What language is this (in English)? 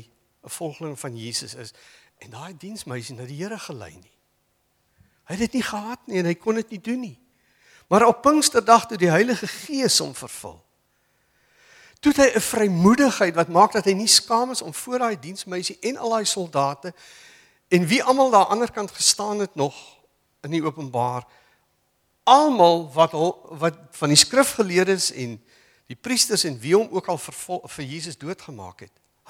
Afrikaans